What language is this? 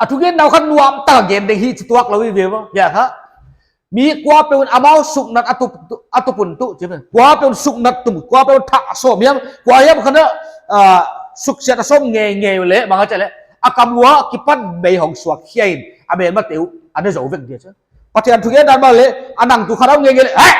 Paite Chin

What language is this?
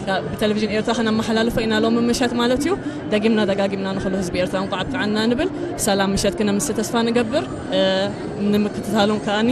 Tigrinya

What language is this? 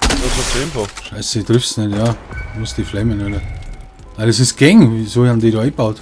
Bavarian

